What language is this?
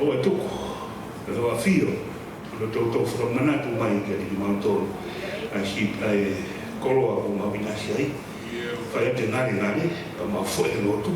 Tongan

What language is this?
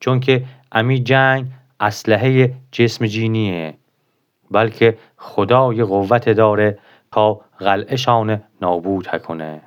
Gilaki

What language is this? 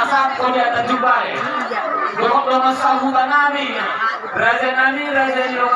Batak Toba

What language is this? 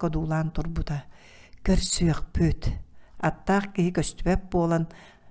Yakut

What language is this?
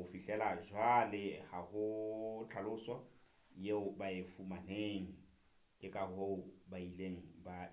Southern Sotho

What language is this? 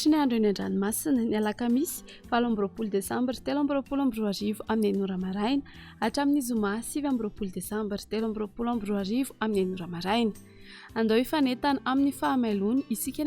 Malagasy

